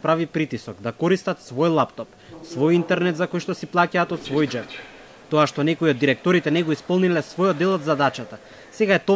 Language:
Macedonian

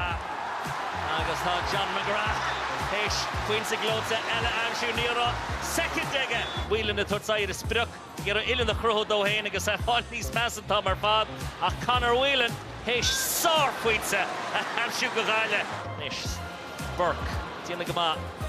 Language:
Irish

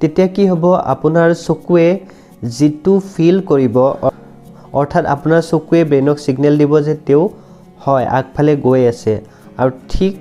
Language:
Assamese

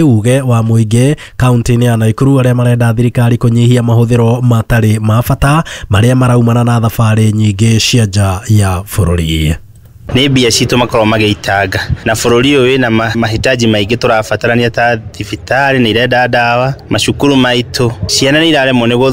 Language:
Kikuyu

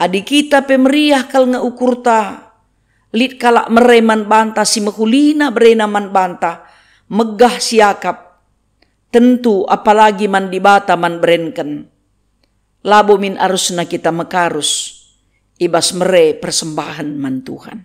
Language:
Batak Karo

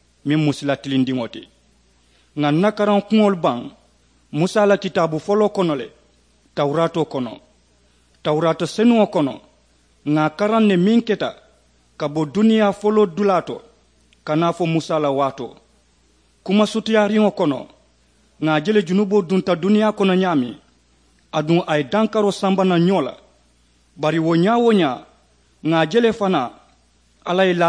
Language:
Mandingo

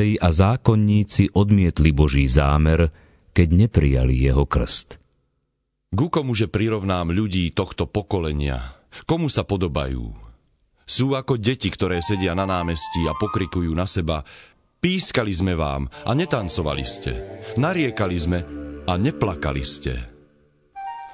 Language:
Slovak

